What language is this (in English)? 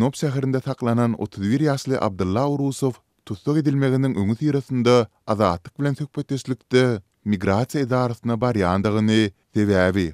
Turkmen